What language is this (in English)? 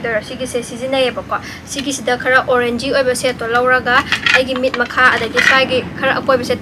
Manipuri